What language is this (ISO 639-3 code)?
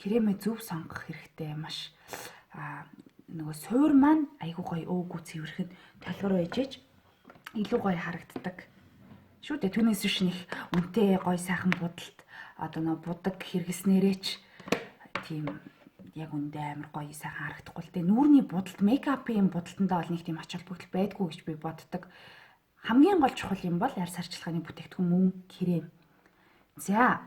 mon